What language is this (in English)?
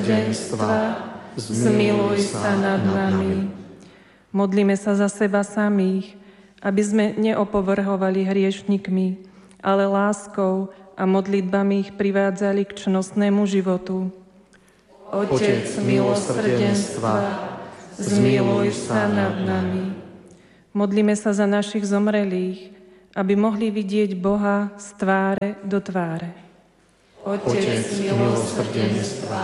Slovak